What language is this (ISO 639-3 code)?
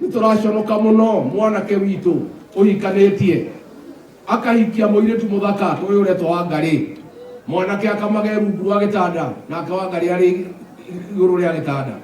kik